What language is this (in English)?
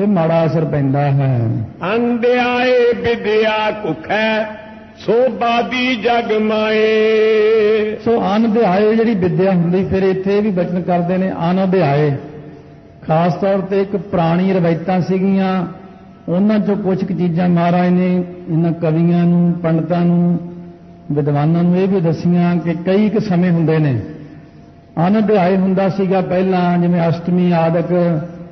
Punjabi